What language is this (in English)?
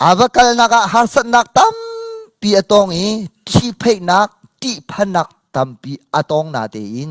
Hakha Chin